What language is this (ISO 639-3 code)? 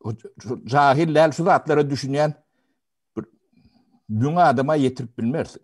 tuk